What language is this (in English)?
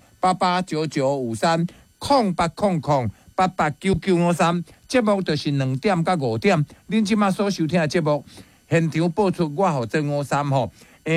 Min Nan Chinese